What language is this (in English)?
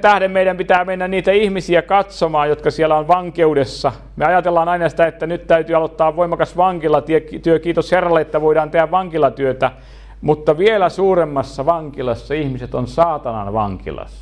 Finnish